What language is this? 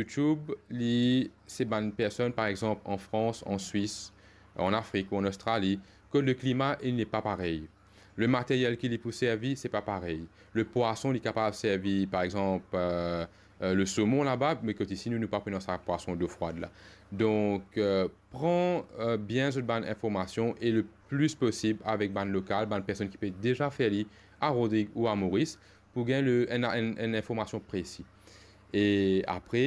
Morisyen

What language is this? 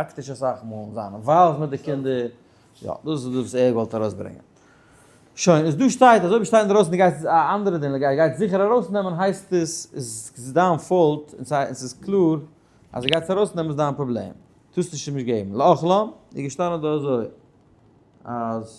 Yiddish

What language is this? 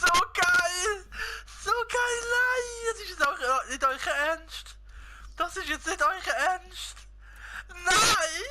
Swiss German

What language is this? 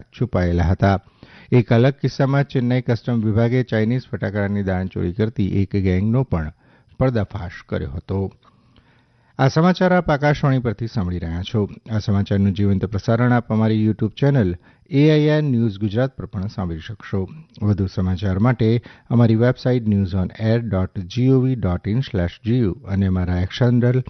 Gujarati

